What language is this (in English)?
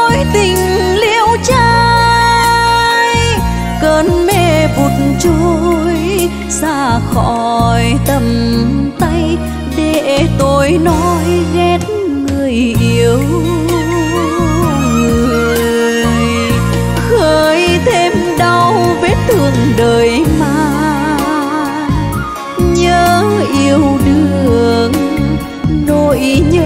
Vietnamese